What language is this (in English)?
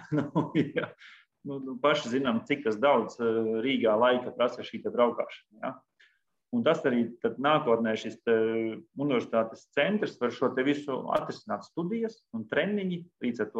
Latvian